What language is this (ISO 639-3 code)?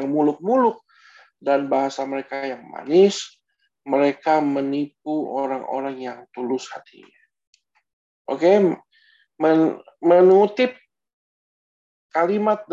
ind